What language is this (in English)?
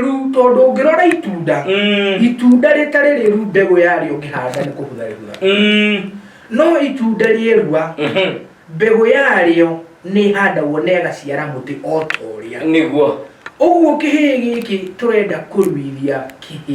Kikuyu